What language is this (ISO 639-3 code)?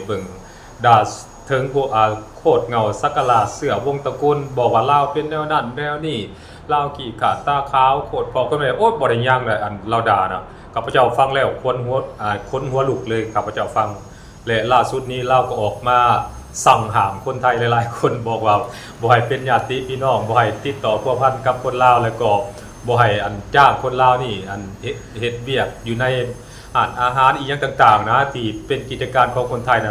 lao